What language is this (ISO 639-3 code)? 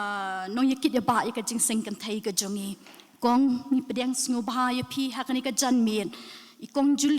kha